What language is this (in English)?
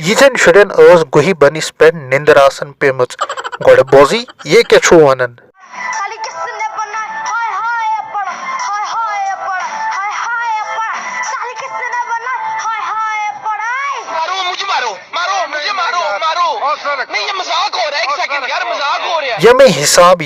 Kashmiri